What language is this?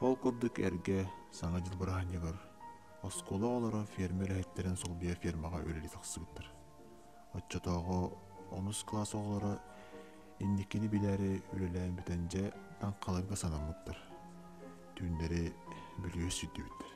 Yakut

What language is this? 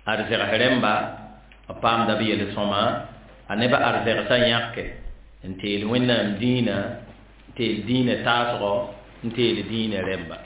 Mossi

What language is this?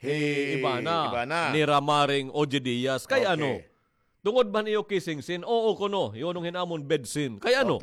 Waray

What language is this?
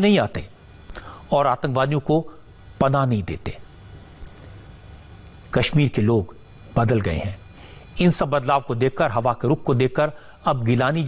Hindi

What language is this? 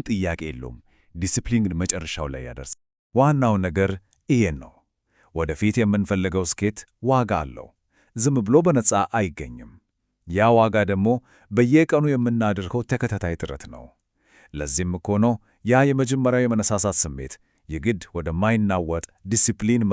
Amharic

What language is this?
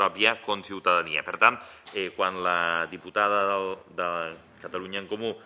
Catalan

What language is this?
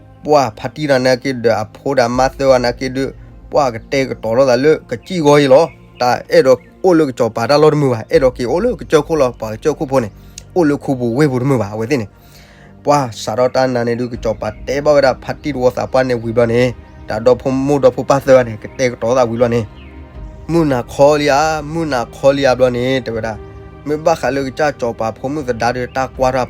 S'gaw Karen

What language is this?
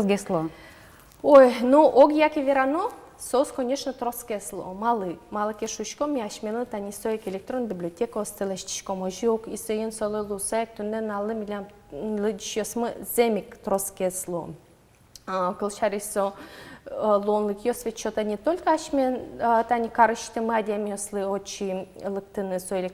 Udmurt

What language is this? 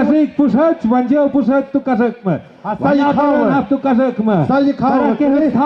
Tlahuitoltepec Mixe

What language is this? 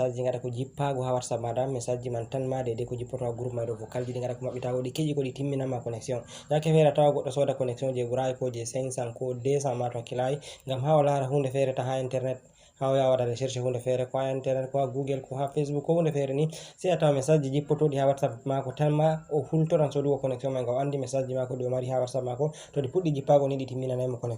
Fula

